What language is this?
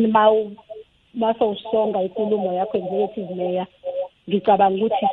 South Ndebele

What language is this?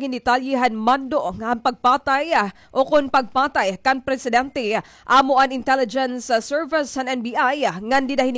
Waray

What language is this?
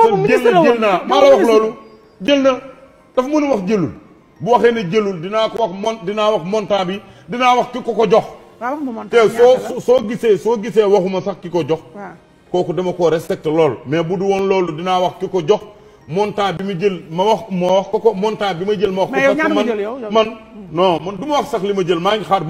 Wolof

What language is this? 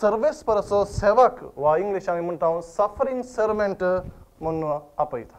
Konkani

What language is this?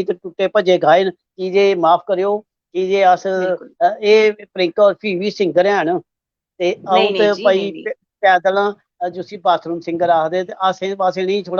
Dogri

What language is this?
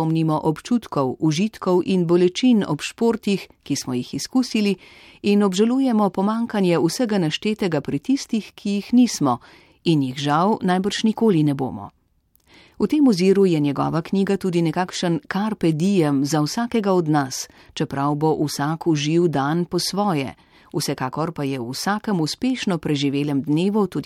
Slovenian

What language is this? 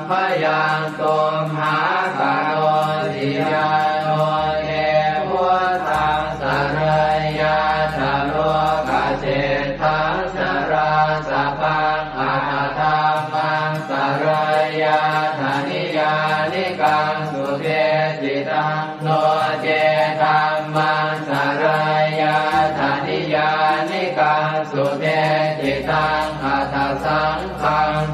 Pali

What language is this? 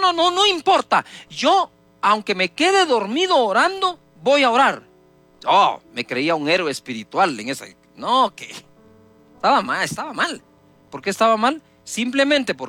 Spanish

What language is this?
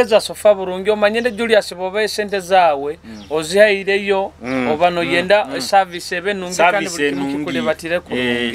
Nyoro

